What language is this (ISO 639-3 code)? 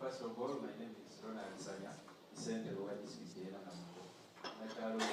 xog